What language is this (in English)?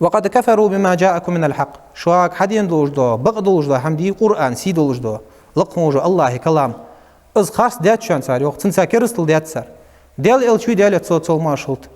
Ingush